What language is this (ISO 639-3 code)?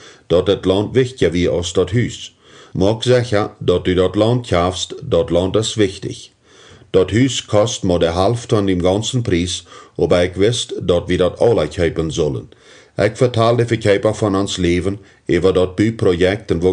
pdt